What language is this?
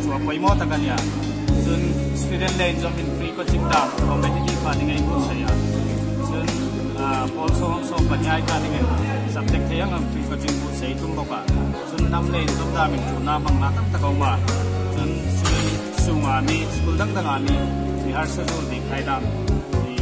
Hmar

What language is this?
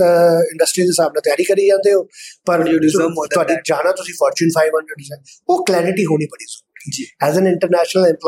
Punjabi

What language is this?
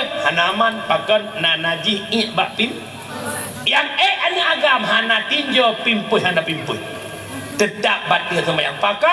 Achinese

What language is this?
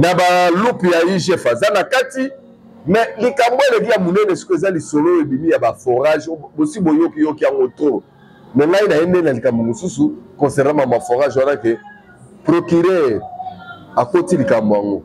Lingala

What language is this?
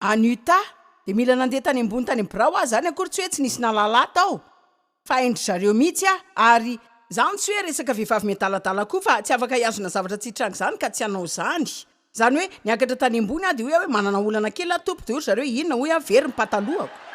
Malagasy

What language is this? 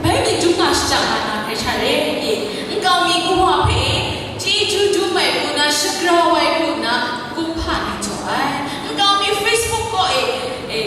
Kachin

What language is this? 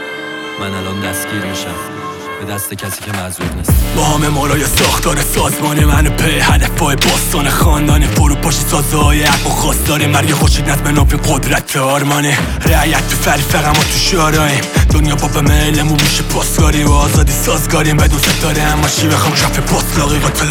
Persian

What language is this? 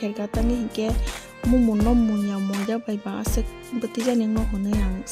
Kok Borok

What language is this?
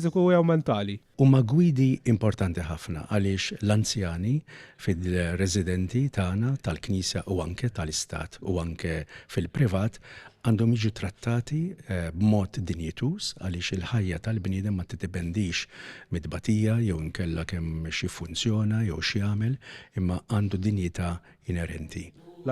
Maltese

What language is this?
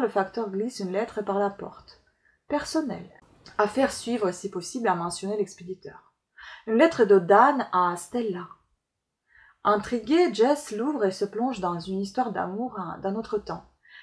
French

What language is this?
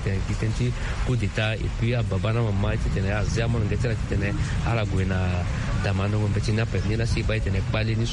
Sango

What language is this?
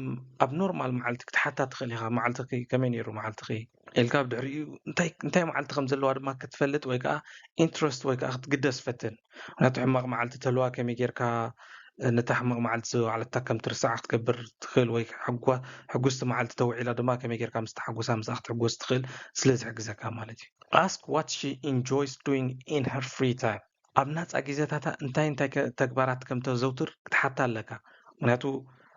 Tigrinya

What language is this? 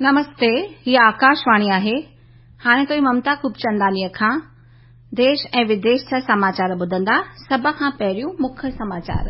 Sindhi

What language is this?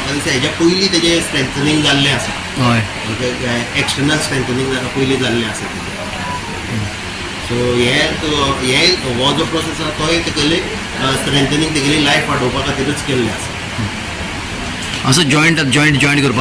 Konkani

